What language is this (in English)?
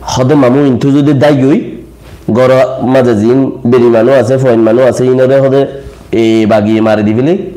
Rohingya